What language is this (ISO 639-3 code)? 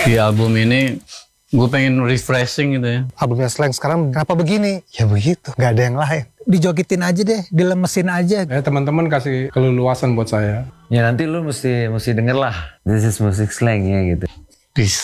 ind